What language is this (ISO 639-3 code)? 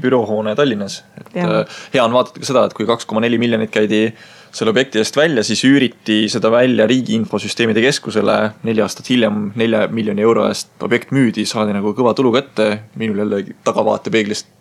est